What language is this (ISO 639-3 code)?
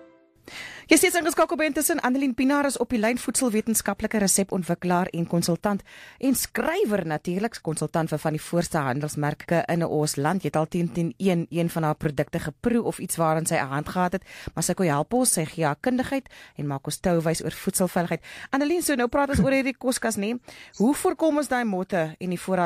afr